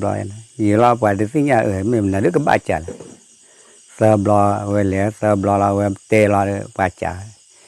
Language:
S'gaw Karen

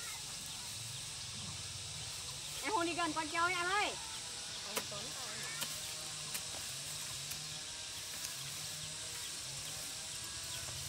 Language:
Vietnamese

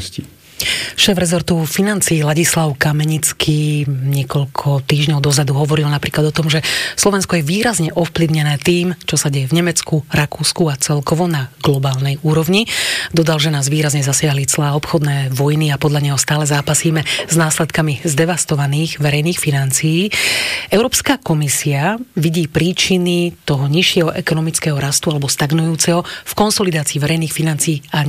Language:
Slovak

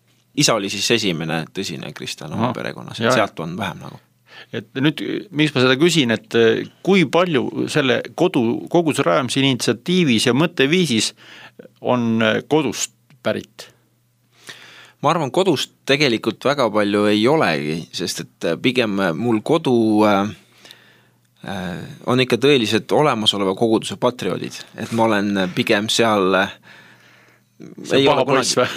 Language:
Estonian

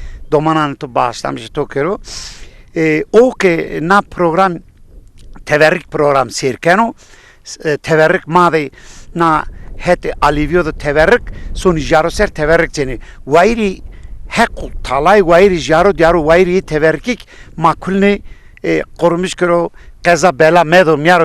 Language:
Zaza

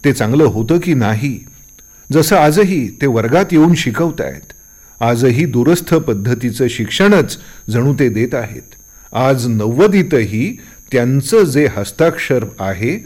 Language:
Marathi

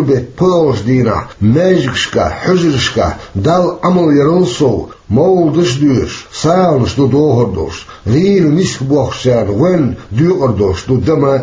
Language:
Chechen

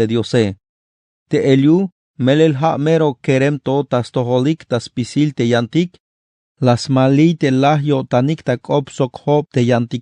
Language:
Tzeltal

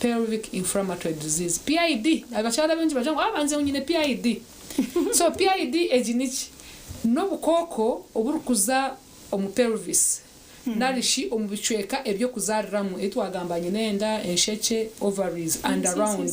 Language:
Nyankole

